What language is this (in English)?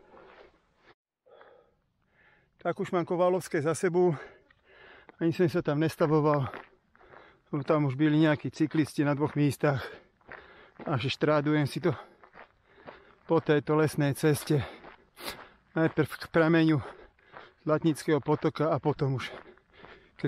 Slovak